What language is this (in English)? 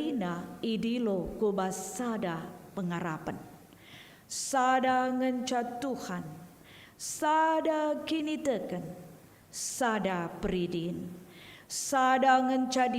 Batak Karo